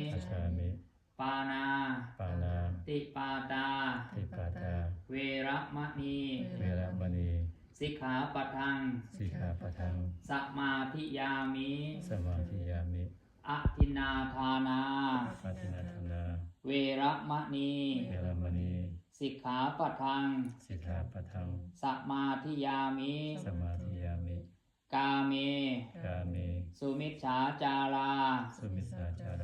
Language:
Pali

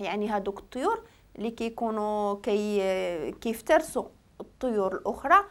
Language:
Moroccan Arabic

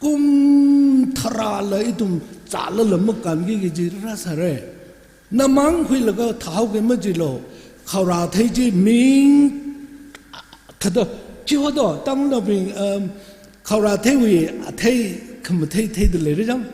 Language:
Tangkhul Naga (India)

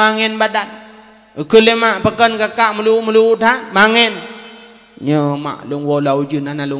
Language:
Achinese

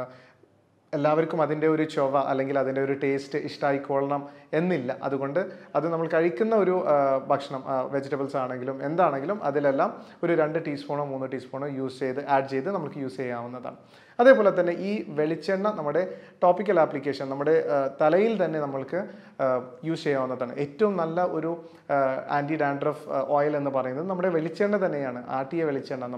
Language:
Malayalam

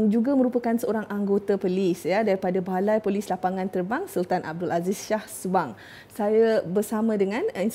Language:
Malay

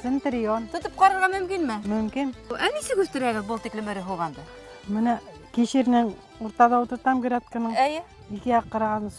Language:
Bashkir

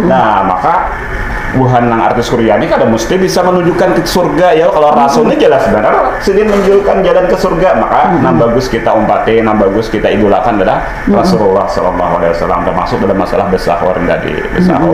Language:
Banjar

